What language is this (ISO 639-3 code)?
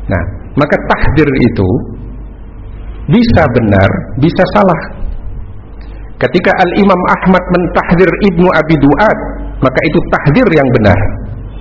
ind